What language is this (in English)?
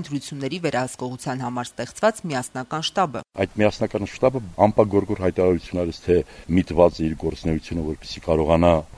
Armenian